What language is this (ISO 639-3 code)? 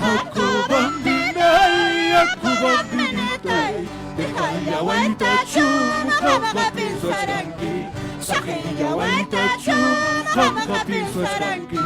quy